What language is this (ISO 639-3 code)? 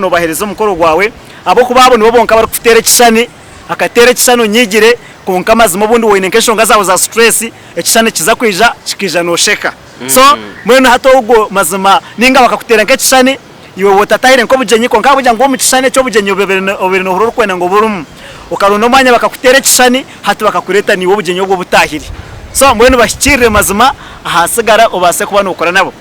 nyn